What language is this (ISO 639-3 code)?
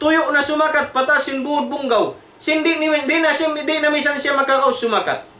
tsg